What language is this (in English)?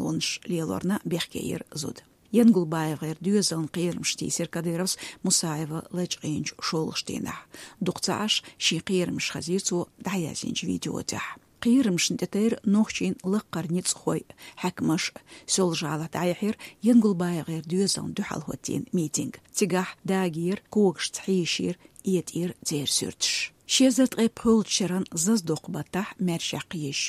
Chechen